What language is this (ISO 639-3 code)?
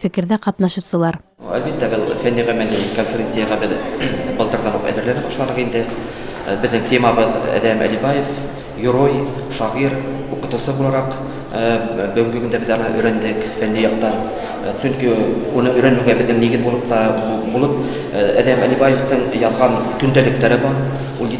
bak